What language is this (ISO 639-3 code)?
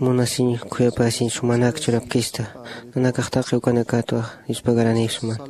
aym